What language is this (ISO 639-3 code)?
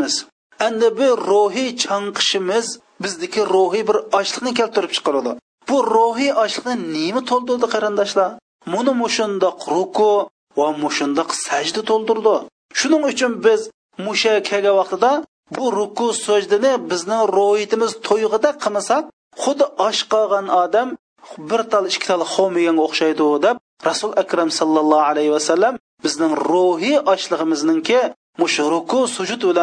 uig